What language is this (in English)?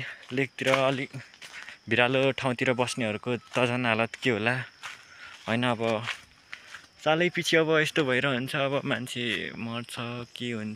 Nepali